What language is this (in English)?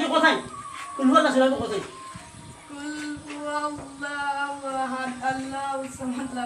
Sylheti